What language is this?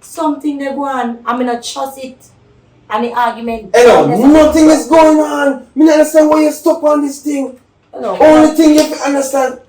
Jamaican Creole English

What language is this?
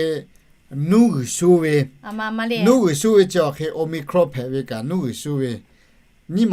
Lahu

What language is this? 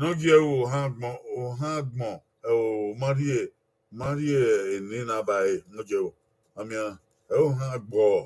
Bini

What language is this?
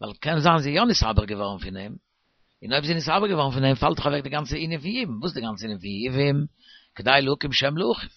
Yiddish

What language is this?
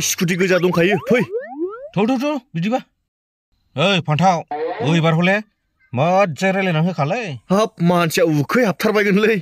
Bodo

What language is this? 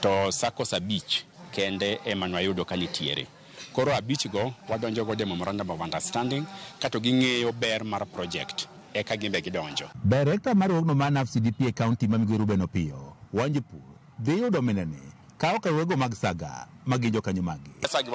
Luo (Kenya and Tanzania)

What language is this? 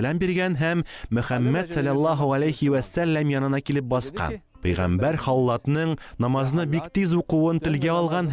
Tatar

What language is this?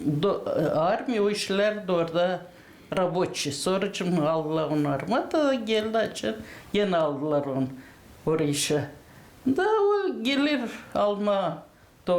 Gagauz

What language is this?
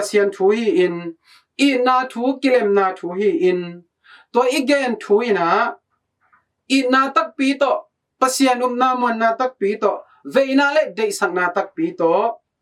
Tedim Chin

